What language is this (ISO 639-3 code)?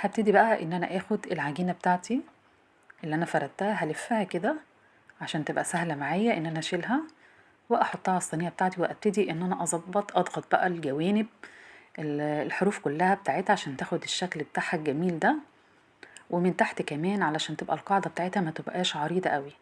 arz